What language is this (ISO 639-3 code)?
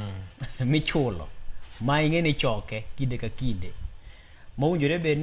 luo